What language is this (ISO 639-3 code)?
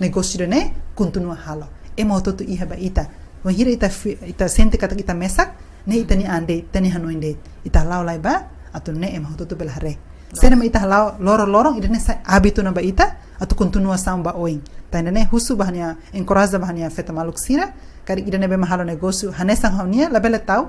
tet